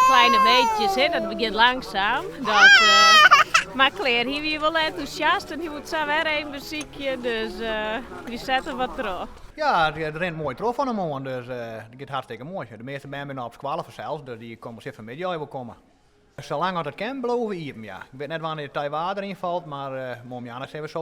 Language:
Western Frisian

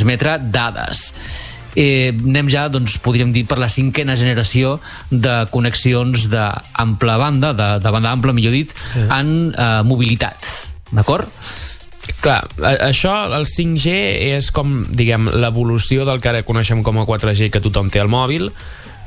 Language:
Catalan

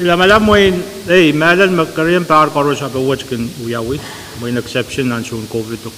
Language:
Pohnpeian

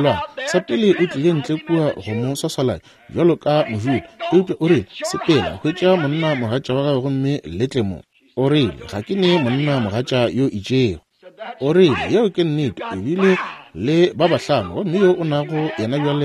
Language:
Northern Sotho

